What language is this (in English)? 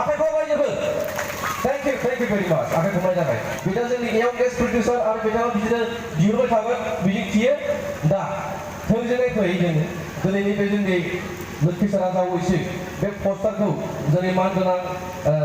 Bodo